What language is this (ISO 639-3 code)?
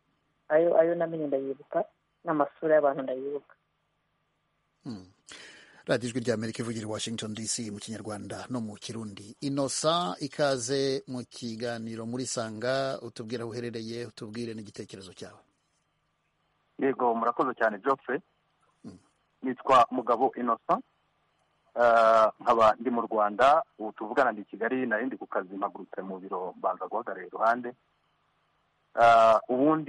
kin